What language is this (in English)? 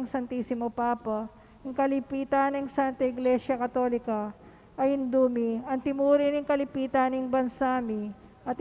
Pampanga